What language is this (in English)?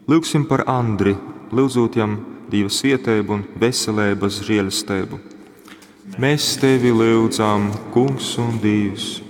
Latgalian